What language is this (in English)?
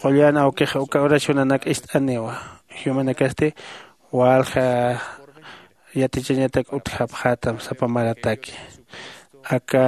Aymara